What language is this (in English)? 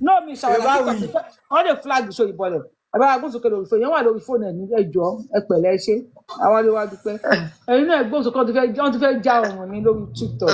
Yoruba